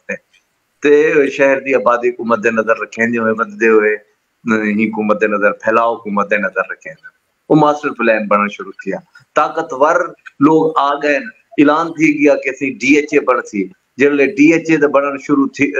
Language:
Saraiki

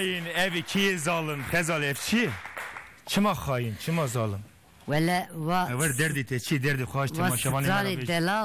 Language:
Kurdish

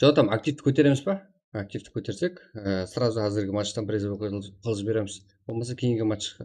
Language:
Kara-Kalpak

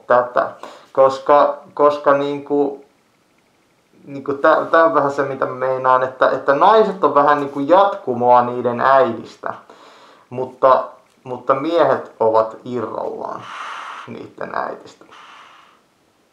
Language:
Finnish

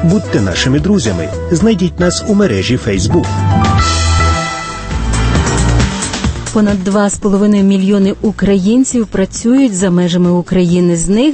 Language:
Ukrainian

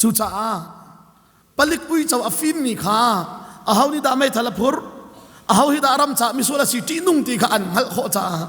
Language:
Hakha Chin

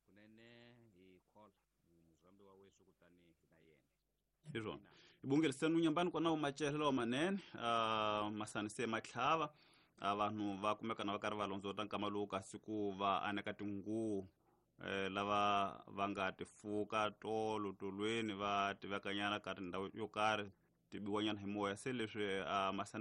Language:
Tsonga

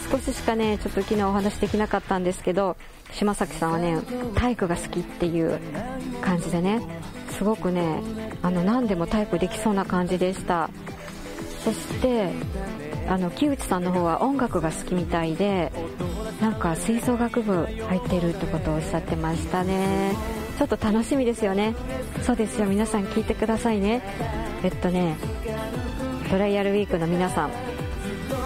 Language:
Japanese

